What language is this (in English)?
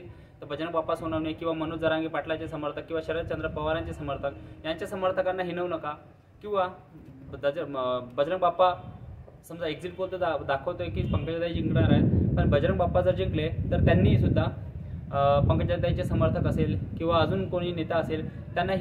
Marathi